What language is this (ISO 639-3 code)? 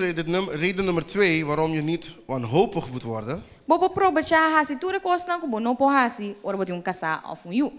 pap